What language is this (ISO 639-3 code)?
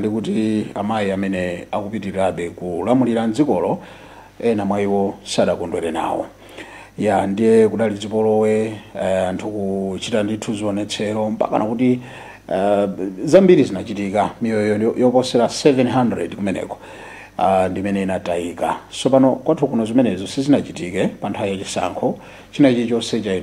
nya